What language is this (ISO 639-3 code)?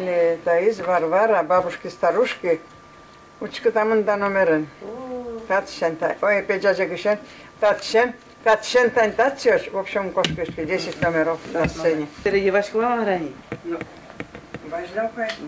udm